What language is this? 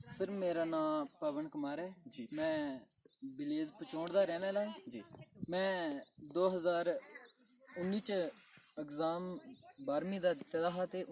Dogri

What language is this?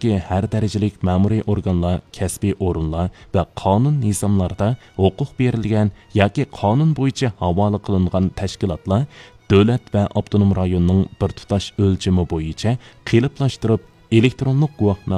Uyghur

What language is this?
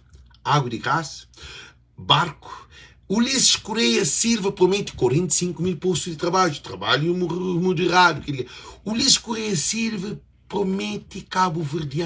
Kabuverdianu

